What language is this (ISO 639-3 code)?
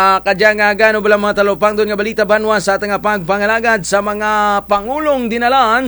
krj